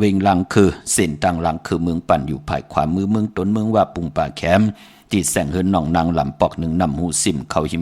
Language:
Shan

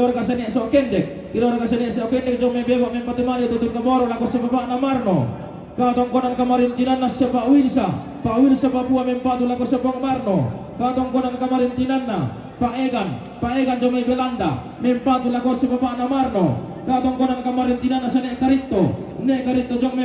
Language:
Toraja-Sa'dan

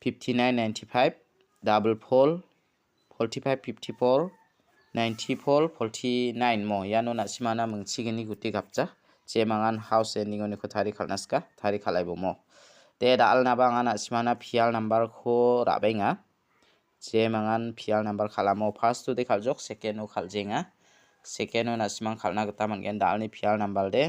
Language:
Garo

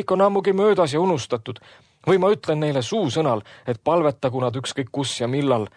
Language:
Estonian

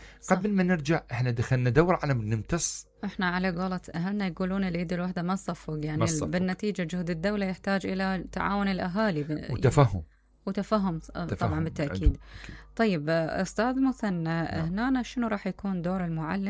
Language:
Mesopotamian Arabic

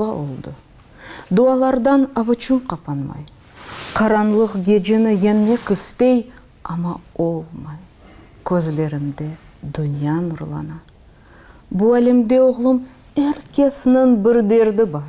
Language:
Crimean Tatar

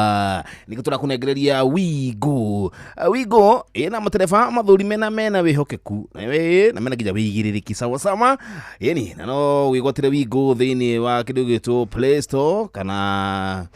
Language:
Kikuyu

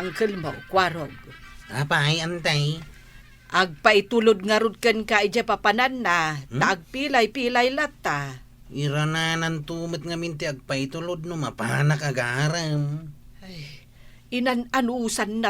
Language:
Iloko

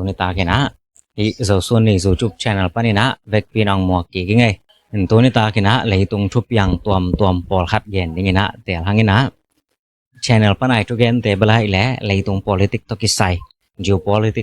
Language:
Tedim Chin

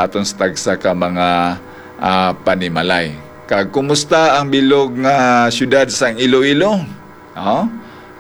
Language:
Hiligaynon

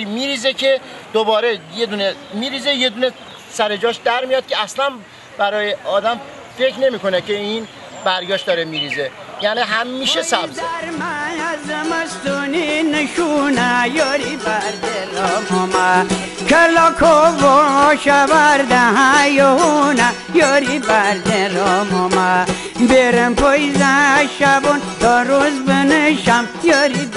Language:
Persian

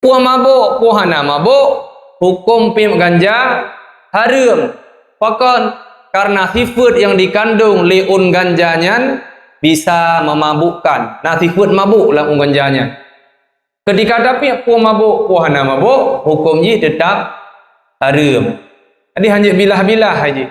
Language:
Achinese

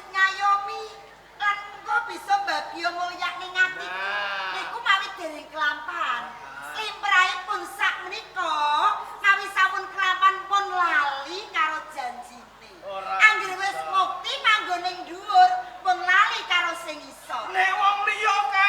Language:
Javanese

